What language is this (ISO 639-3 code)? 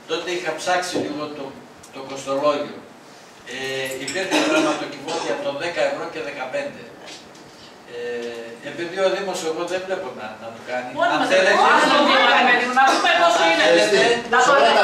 ell